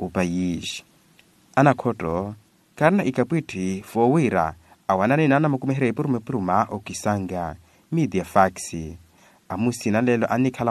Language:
Makhuwa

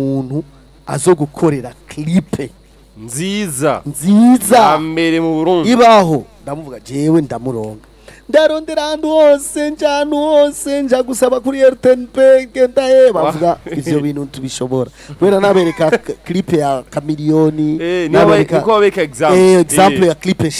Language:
Rundi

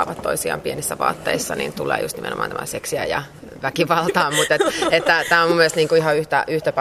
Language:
Finnish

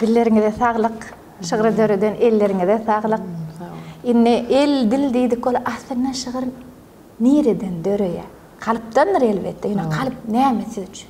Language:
Turkmen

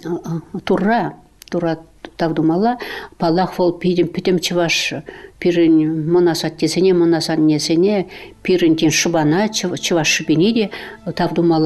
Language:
Chuvash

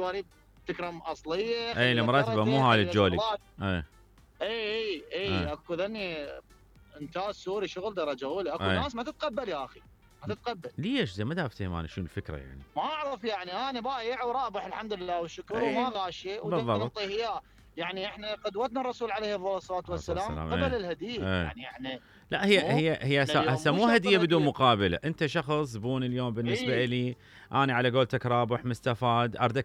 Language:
Mesopotamian Arabic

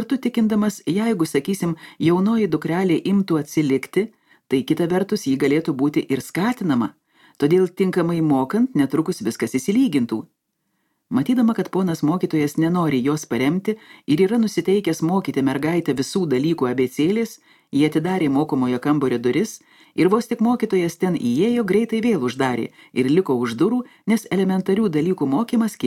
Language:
Lithuanian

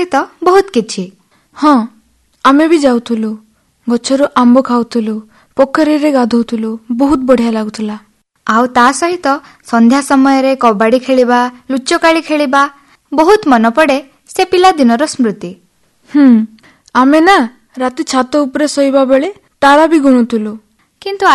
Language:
Odia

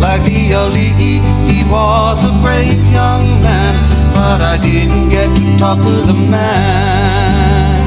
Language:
Hawaiian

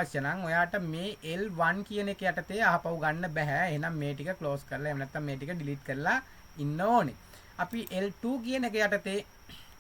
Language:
Sinhala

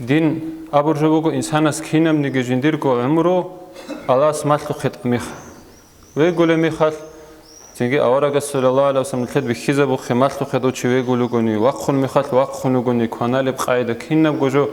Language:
Avaric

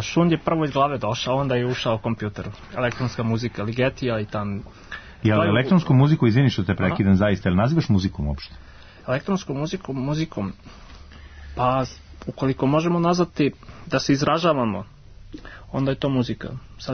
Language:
Serbian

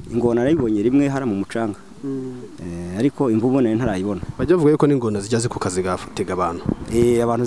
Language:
Kinyarwanda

